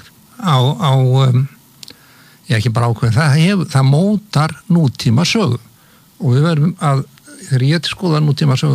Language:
Icelandic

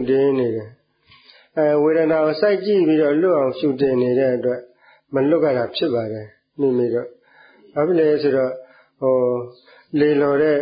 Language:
Burmese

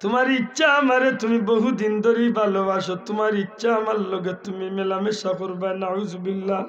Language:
Sylheti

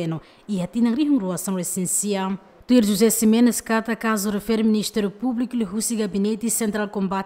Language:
Tetum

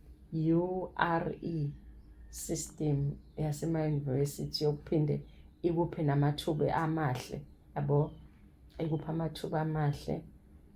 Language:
Zulu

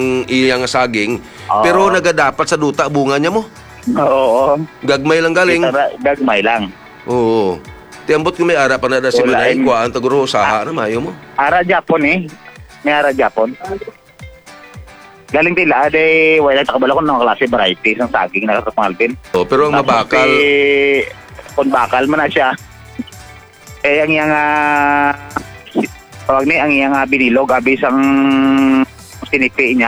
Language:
Hiligaynon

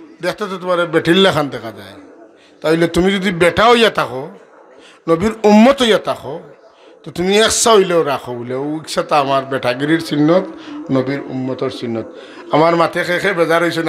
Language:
Sylheti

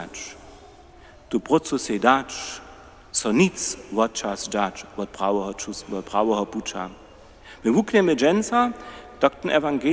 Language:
Upper Sorbian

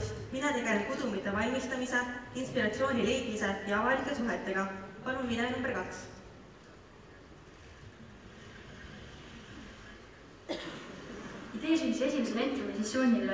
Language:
Estonian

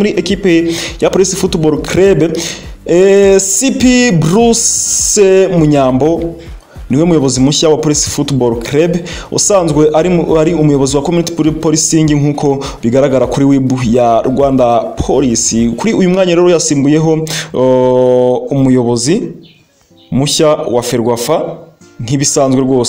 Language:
Kinyarwanda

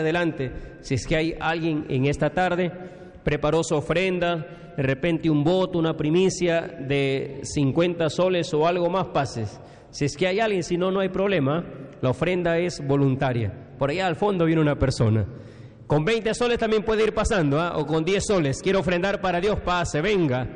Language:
Spanish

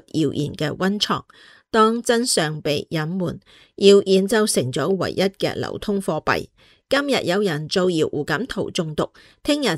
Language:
Cantonese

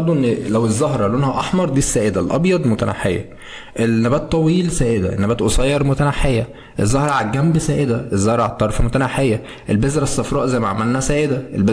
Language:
Egyptian Arabic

